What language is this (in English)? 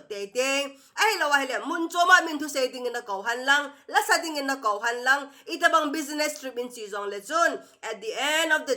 Thado Chin